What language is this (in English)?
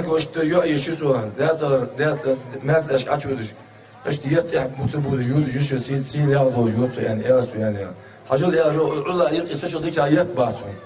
Ingush